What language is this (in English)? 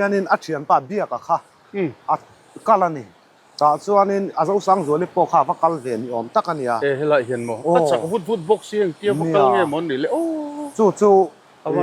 Mizo